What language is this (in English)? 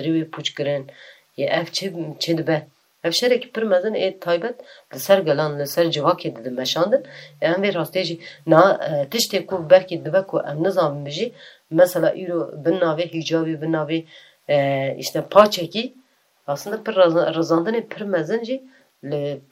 Kurdish